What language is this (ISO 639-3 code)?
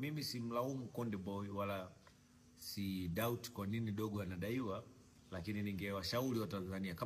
swa